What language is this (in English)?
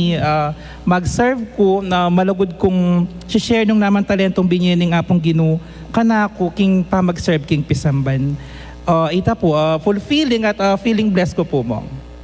Pampanga